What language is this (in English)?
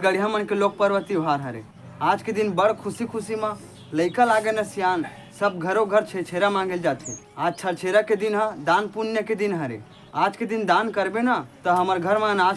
Chhattisgarhi